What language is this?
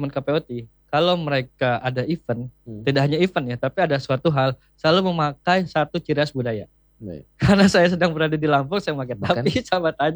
Indonesian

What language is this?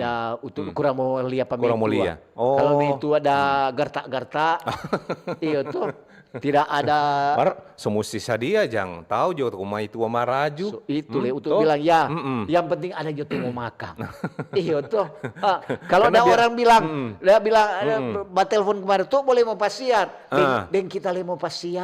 Manado Malay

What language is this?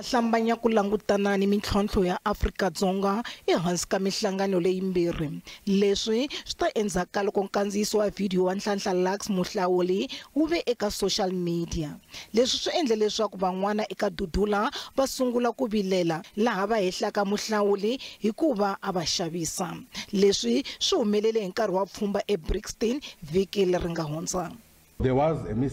Tsonga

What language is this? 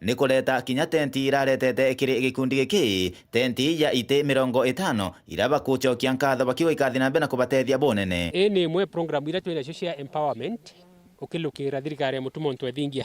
Meru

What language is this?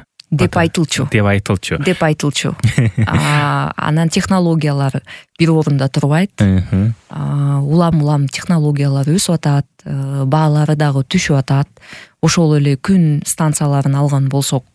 Kyrgyz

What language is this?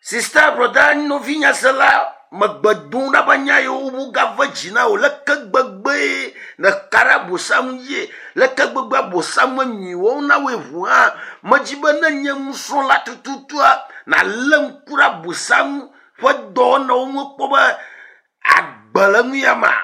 Ewe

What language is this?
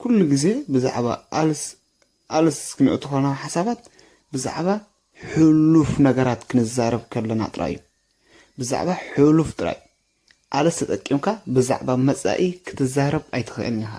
Tigrinya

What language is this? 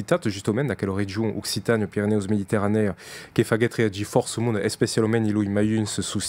Occitan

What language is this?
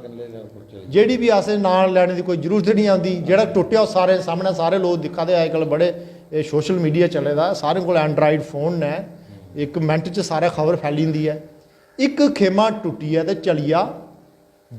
Dogri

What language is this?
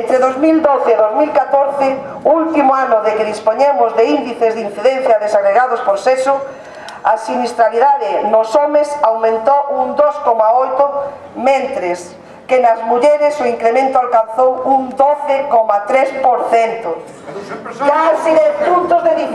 Galician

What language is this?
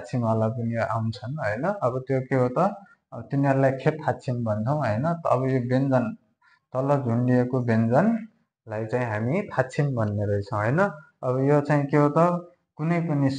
Nepali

